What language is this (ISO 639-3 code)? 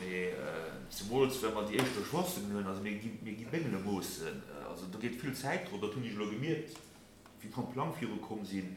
ltz